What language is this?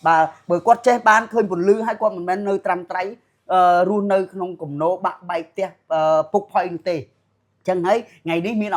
Khmer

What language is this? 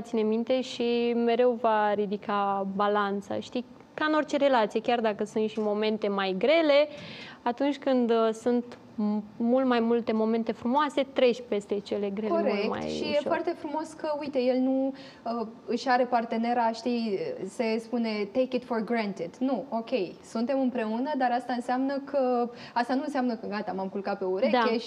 Romanian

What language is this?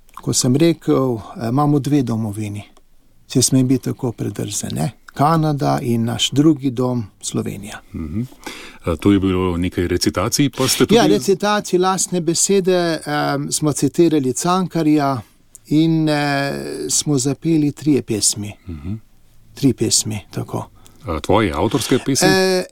Slovenian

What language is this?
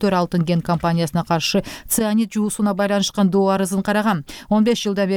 Kyrgyz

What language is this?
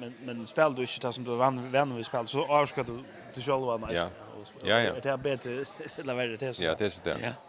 Faroese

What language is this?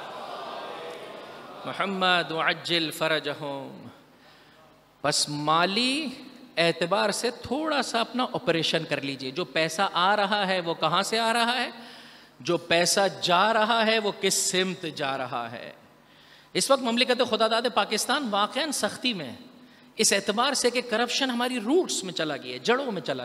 Urdu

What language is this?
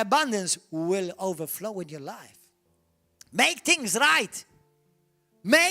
English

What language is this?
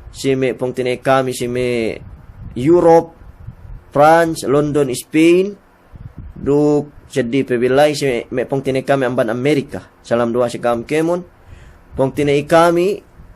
Yakan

